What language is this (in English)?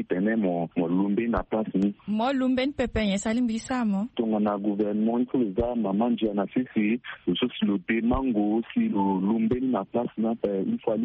Sango